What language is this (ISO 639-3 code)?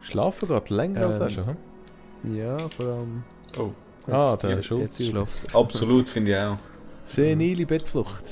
gsw